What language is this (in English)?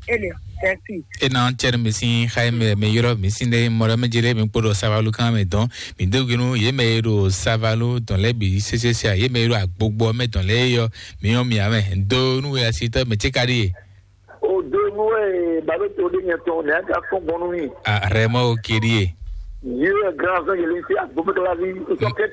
Fon